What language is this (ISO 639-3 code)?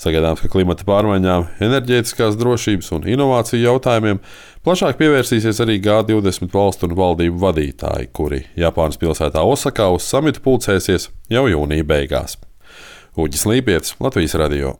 lav